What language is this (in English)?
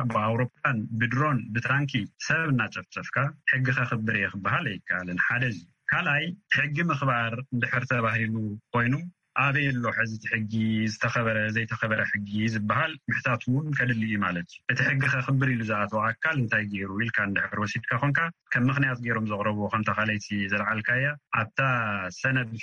Tigrinya